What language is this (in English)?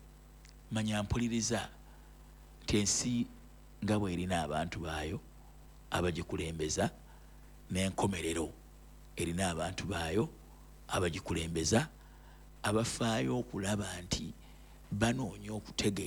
Ganda